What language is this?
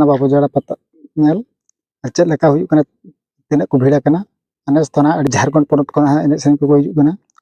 Santali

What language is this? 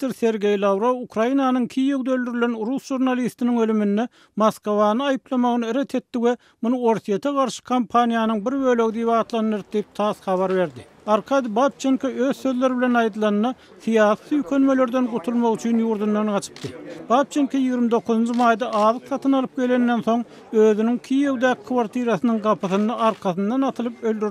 Turkmen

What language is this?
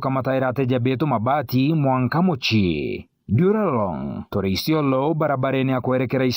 Meru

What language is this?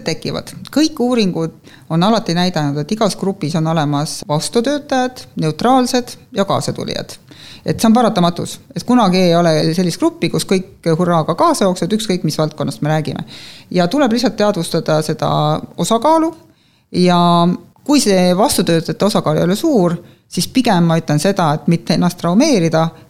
Estonian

